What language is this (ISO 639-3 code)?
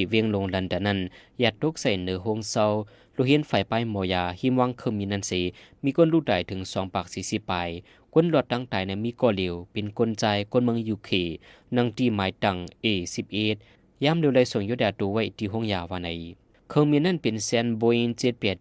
shn